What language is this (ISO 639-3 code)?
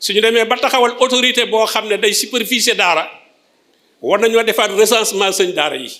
wol